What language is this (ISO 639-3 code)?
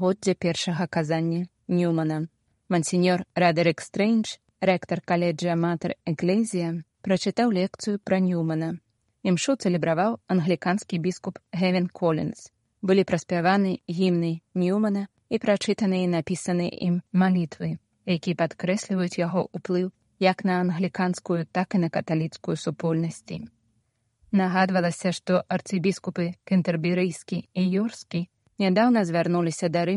bel